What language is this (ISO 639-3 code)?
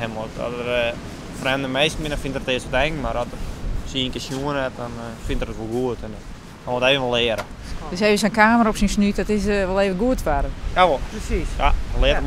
fry